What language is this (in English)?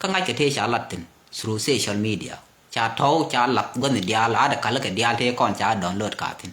Nuer